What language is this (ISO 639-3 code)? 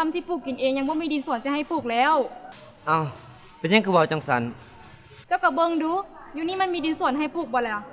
lao